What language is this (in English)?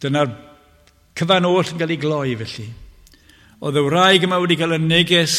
Welsh